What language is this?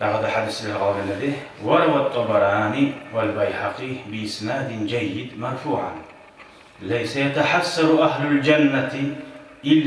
Kumyk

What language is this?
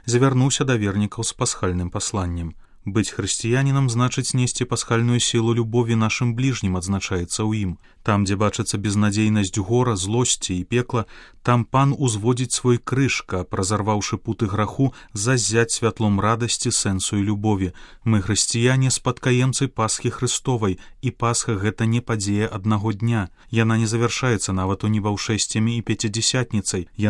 Belarusian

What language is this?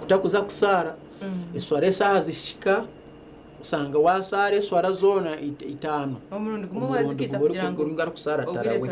Nyankole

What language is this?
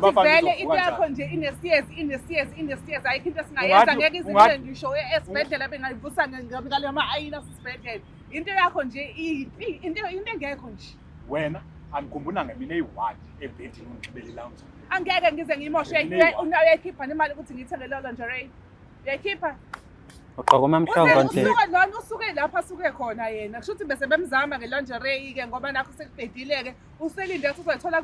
Zulu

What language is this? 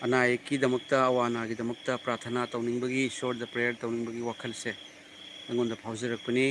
Manipuri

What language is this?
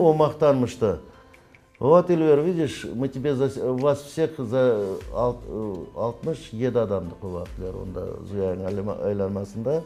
Crimean Tatar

